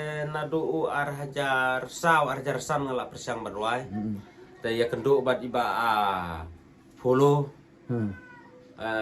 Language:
Khasi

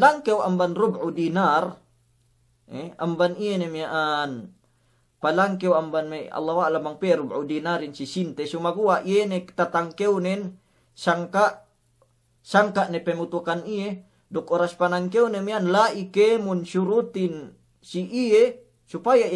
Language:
Yakan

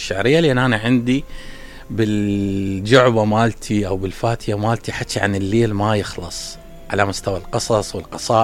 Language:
Mesopotamian Arabic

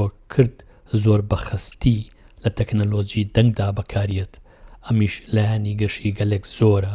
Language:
Central Kurdish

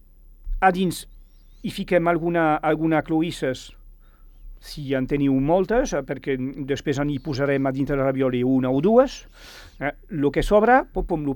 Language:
Catalan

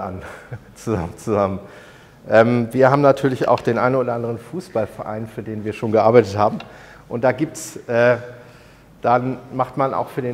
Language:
German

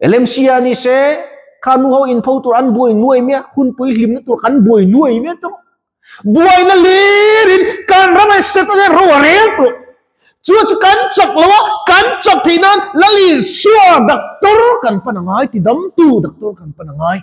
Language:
Mizo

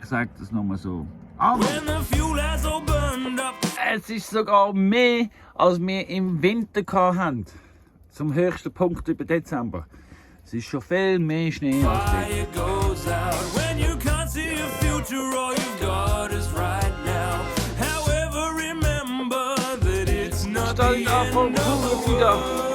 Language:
Swiss German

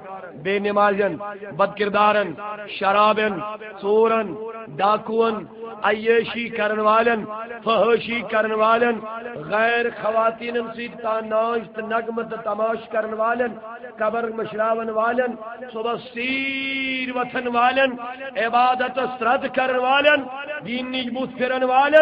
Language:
Kashmiri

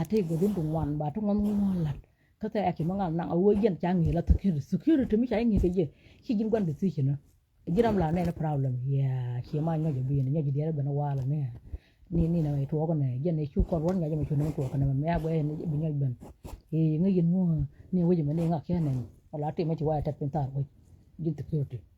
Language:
Nuer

